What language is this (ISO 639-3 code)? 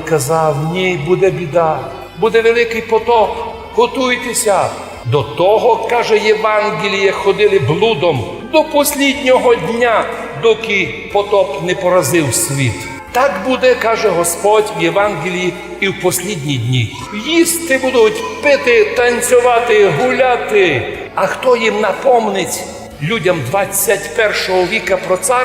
rue